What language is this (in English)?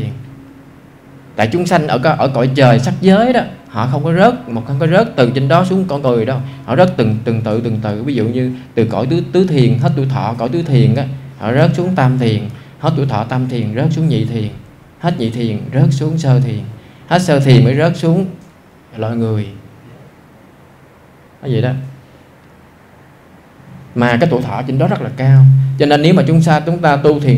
Vietnamese